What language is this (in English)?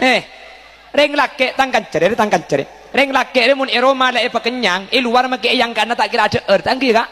Madurese